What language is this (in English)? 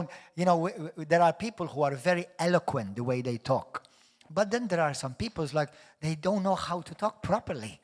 English